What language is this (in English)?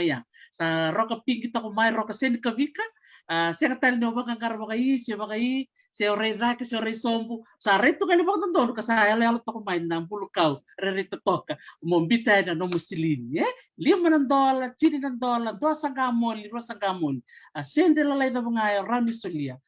Fijian